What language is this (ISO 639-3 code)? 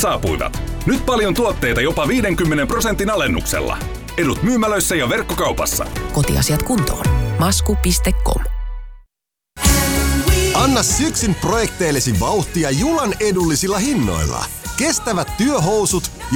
fin